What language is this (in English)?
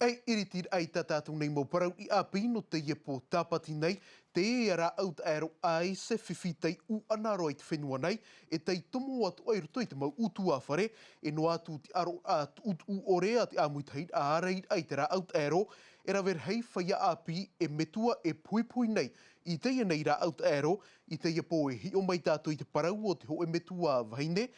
Tahitian